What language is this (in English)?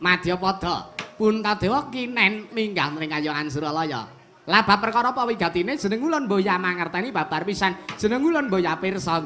Javanese